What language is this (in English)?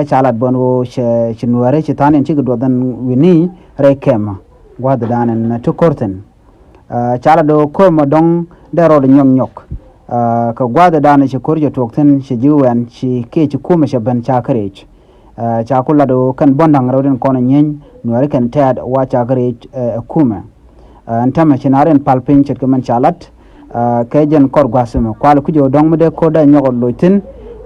Nuer